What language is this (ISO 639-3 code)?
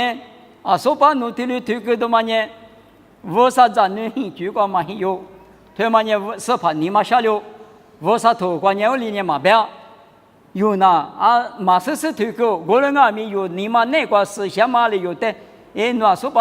lis